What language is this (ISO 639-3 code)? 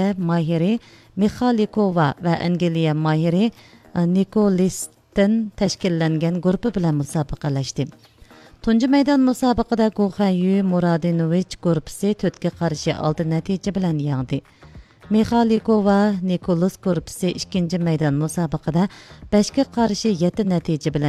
uig